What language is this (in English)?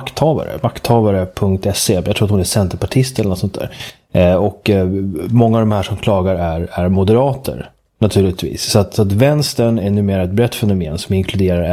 Swedish